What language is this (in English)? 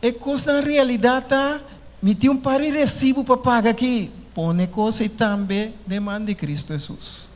Papiamento